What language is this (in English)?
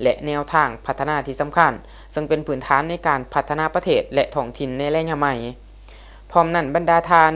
Lao